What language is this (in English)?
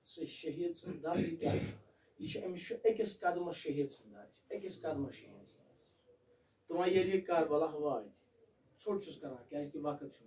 Kashmiri